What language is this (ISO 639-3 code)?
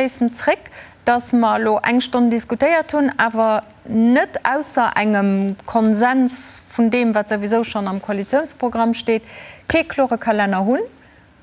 ltz